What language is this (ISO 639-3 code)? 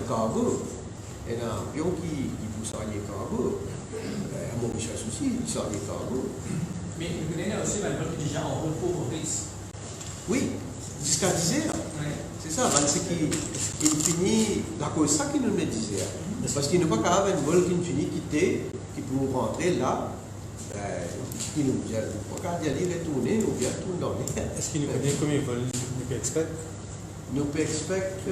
mfe